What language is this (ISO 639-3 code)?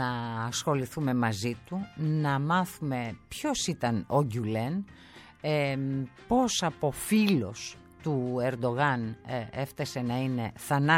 ell